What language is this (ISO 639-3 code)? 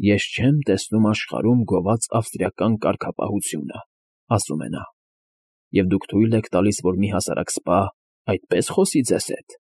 hye